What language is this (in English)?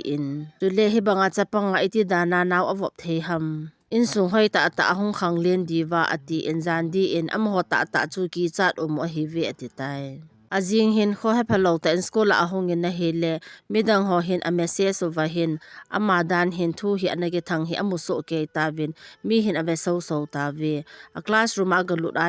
Thado Chin